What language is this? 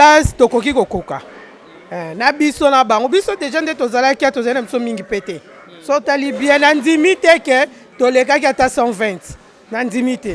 Lingala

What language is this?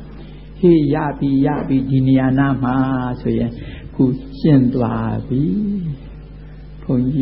Burmese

